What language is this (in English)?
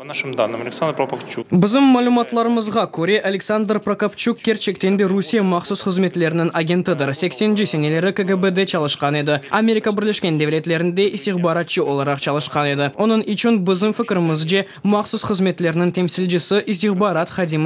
Crimean Tatar